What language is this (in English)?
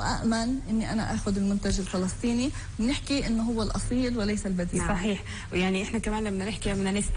North Levantine Arabic